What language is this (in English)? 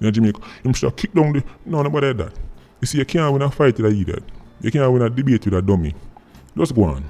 Jamaican Creole English